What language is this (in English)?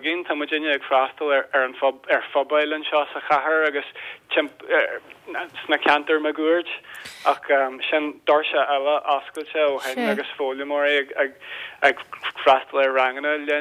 Irish